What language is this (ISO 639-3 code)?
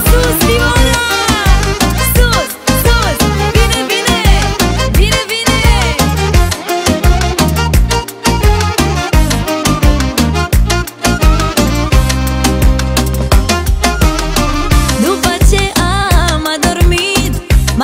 ron